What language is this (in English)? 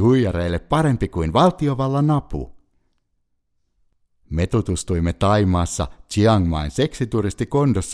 Finnish